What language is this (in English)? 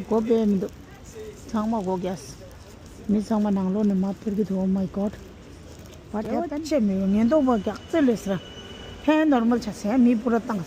Tibetan